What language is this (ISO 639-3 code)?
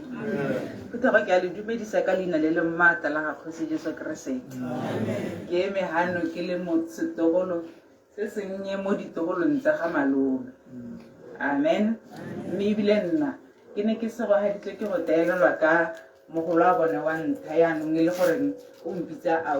tsn